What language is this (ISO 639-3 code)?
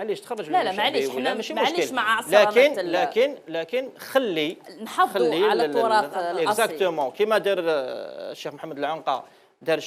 arq